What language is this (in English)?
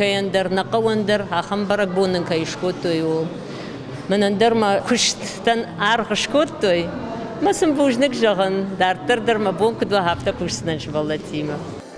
Ossetic